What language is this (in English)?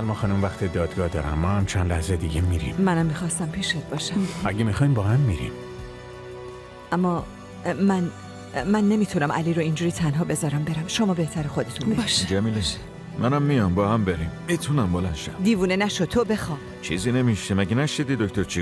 Persian